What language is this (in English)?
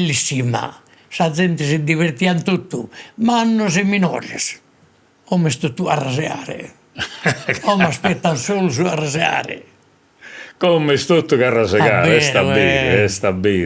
Sardinian